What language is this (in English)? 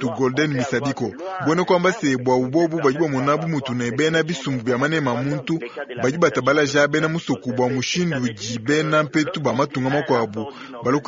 Luba-Lulua